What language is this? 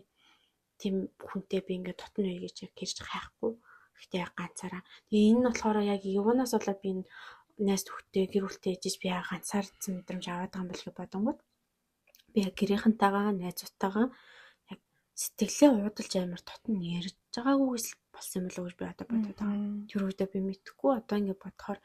Mongolian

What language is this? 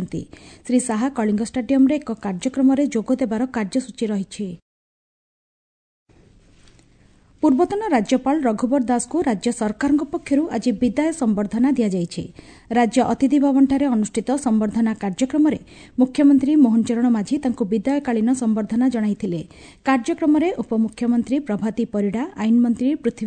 Odia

